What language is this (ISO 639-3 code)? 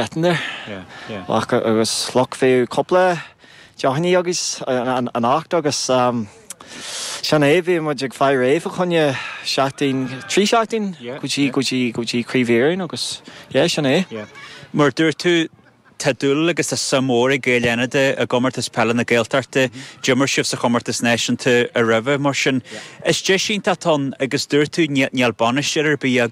gle